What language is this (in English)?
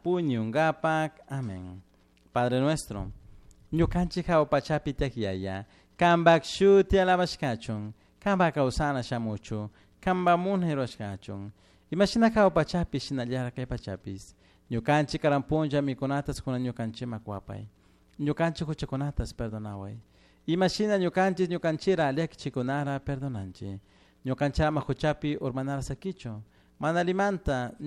Chimborazo Highland Quichua